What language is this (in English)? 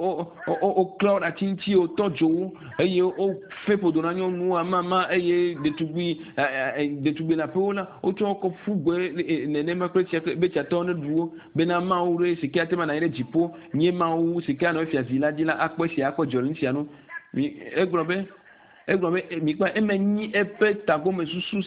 Ewe